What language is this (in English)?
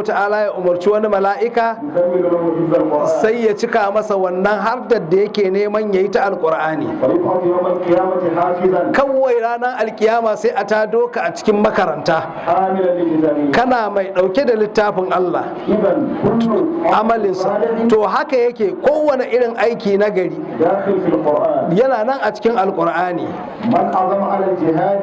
Hausa